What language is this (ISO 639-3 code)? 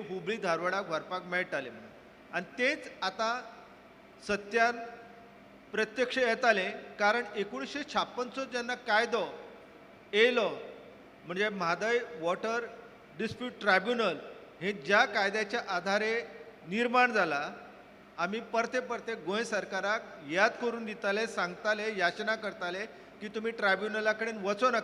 kok